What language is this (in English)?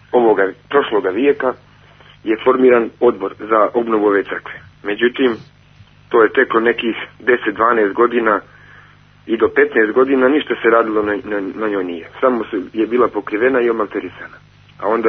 Serbian